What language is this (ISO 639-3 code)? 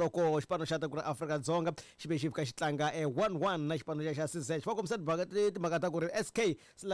tso